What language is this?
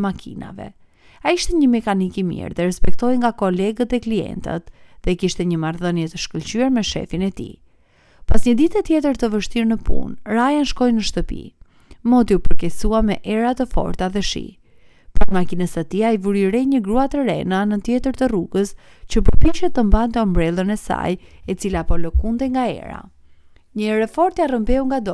Albanian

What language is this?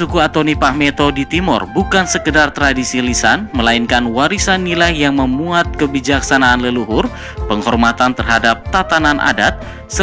Indonesian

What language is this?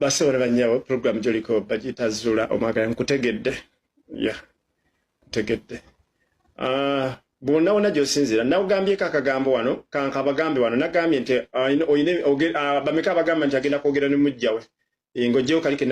Ganda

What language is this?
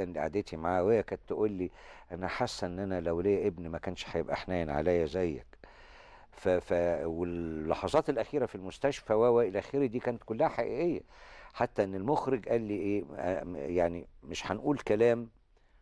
Egyptian Arabic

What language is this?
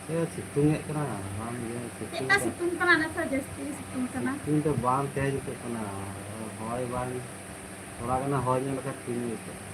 Santali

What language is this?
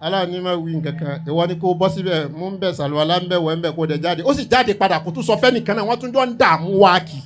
Yoruba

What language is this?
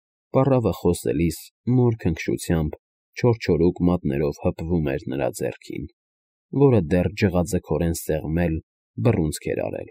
Armenian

